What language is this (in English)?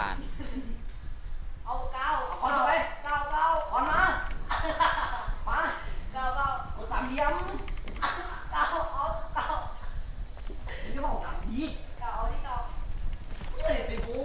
Thai